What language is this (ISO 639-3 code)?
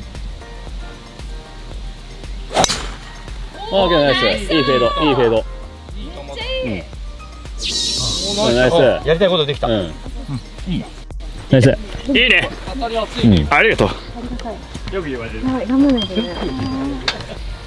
jpn